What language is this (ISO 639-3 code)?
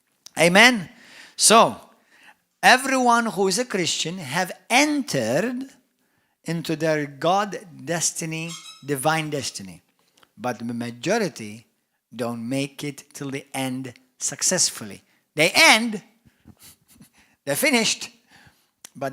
eng